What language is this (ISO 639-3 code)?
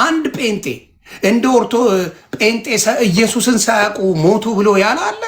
amh